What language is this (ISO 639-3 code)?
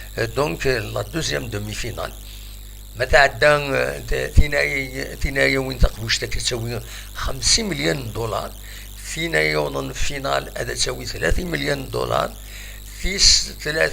kab